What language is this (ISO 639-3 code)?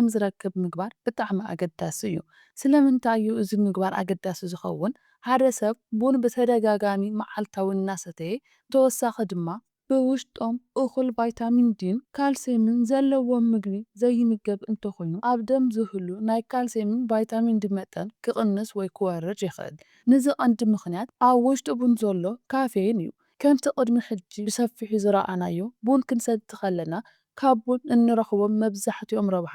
tir